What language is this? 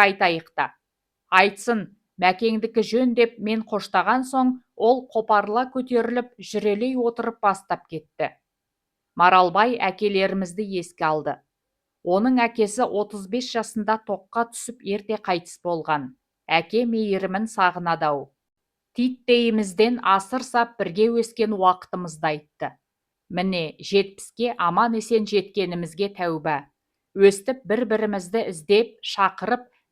Kazakh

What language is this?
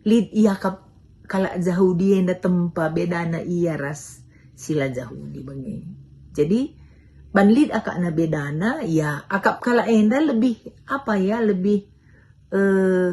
Batak Karo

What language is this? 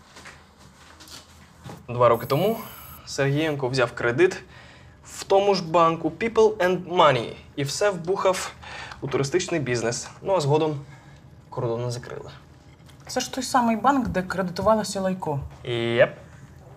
Ukrainian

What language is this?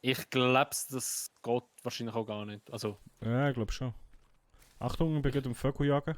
Swiss German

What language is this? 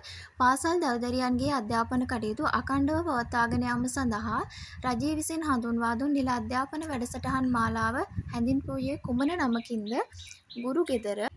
Sinhala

